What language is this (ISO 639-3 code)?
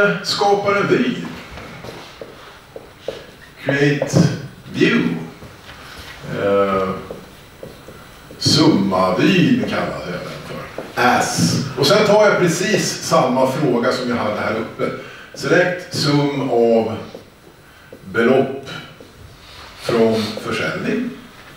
swe